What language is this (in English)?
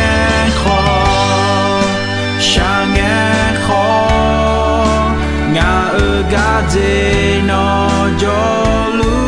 Akha